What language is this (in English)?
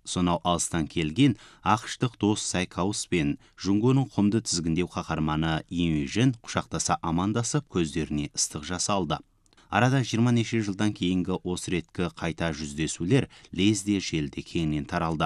Kazakh